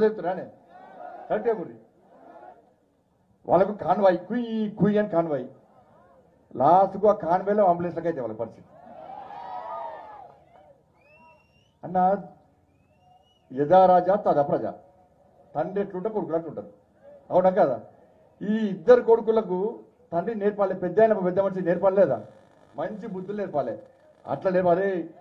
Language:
Telugu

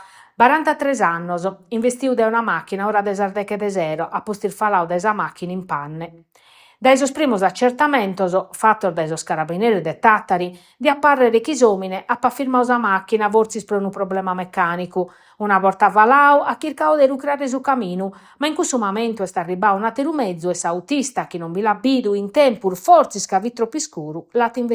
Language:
Sardinian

